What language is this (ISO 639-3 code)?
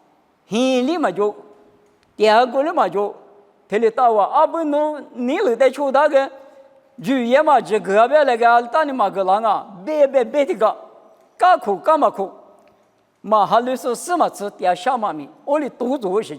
lis